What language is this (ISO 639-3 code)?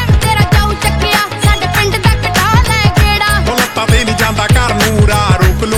pan